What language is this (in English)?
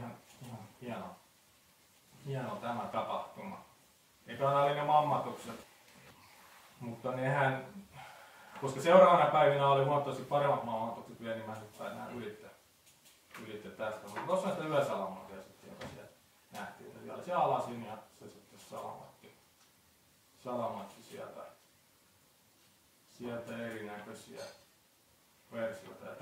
Finnish